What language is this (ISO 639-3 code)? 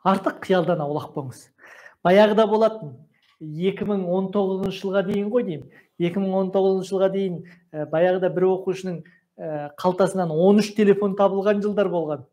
kaz